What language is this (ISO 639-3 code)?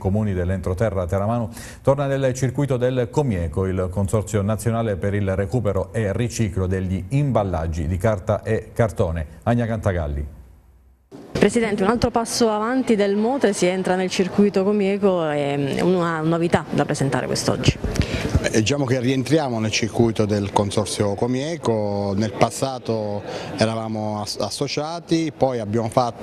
ita